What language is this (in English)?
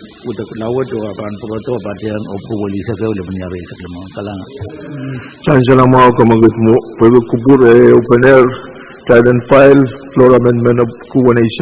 Pohnpeian